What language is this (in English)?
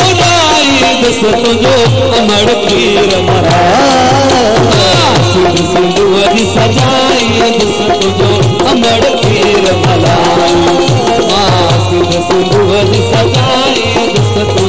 Sindhi